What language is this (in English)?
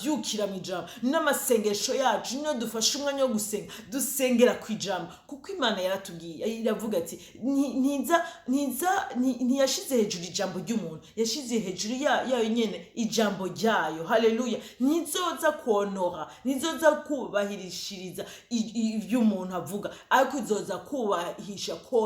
Rundi